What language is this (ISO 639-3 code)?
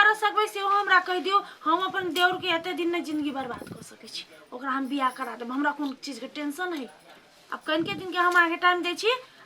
mai